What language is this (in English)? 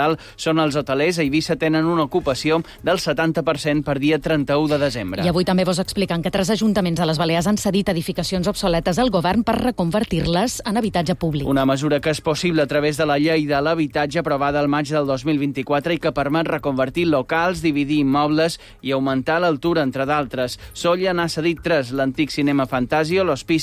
Catalan